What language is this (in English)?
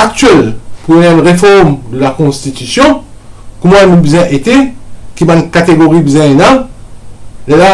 Morisyen